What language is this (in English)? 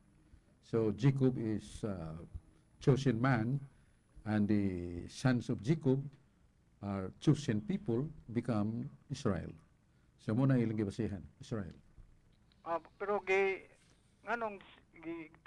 Cebuano